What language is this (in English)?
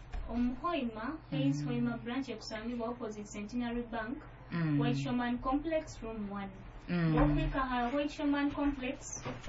Nyoro